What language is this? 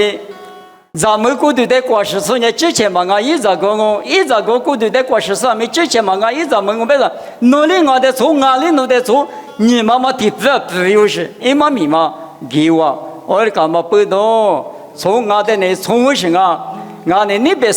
Lisu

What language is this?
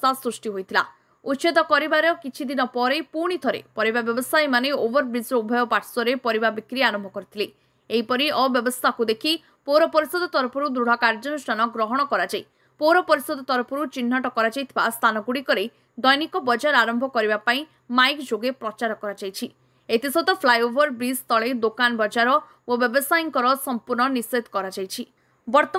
Odia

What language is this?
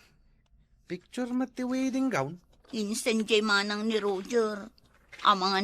Iloko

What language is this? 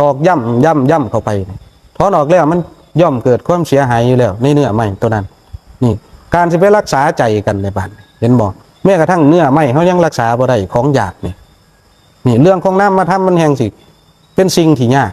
Northeastern Thai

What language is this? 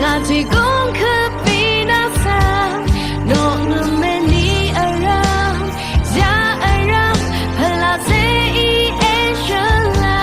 Rawang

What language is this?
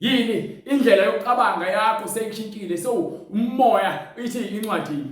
Zulu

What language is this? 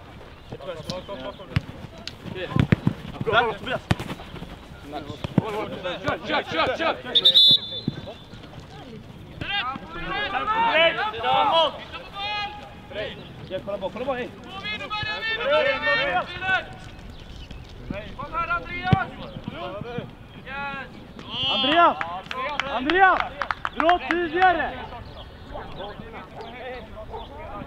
Swedish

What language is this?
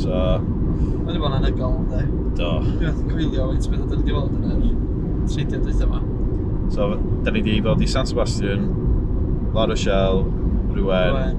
Welsh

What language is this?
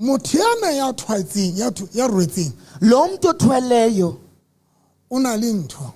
Southern Sotho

